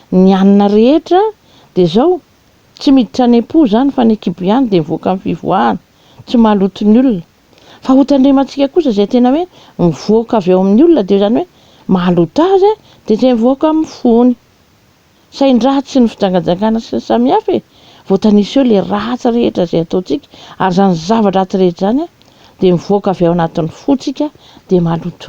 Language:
Malagasy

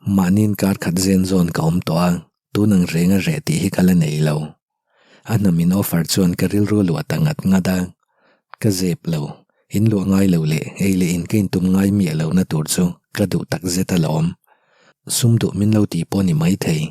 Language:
Mizo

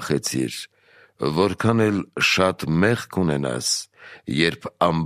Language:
Armenian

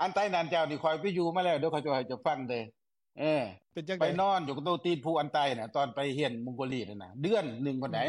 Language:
Lao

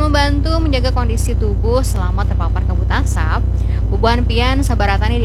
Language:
Banjar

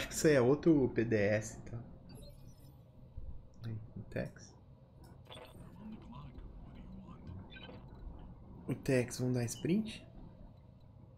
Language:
Portuguese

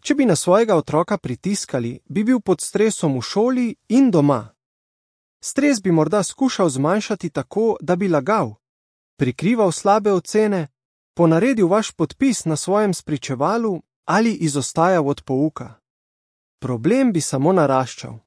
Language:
Slovenian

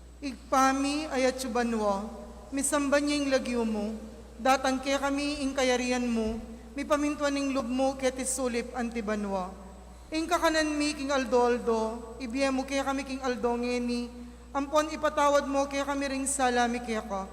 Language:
Pampanga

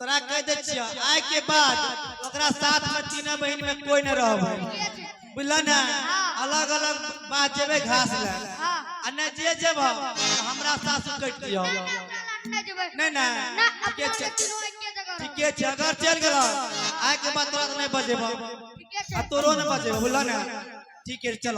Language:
Maithili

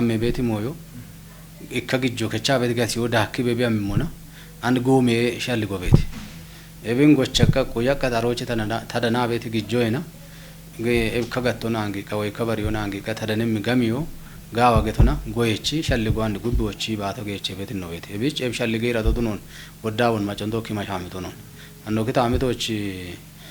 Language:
Kafa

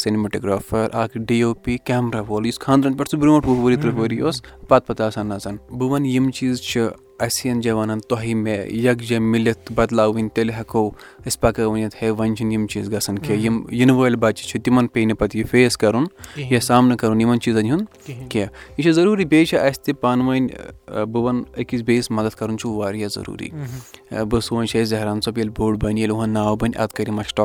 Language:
Kashmiri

